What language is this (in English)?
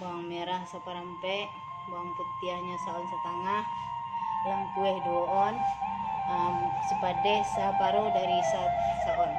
Minangkabau